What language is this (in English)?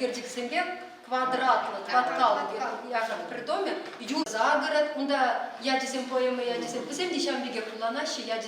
Chuvash